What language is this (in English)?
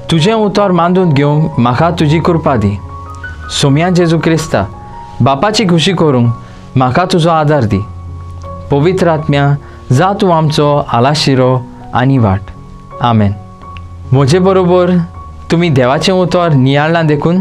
Konkani